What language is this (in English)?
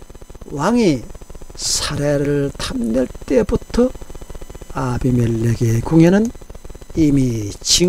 Korean